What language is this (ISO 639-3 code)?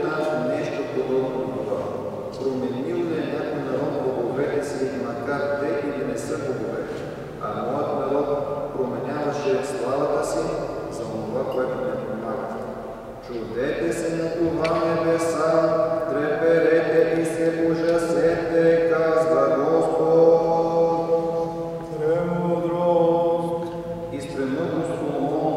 bul